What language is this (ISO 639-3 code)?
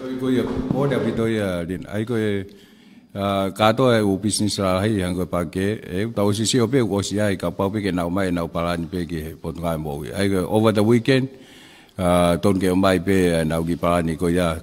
ton